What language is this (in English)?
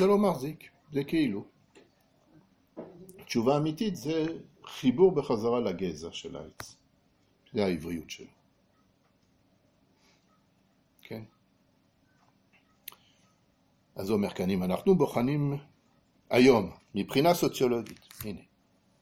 Hebrew